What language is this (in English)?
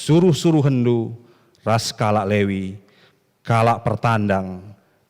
Batak Karo